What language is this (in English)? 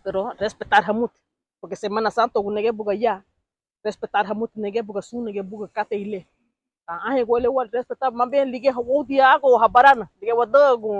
Garifuna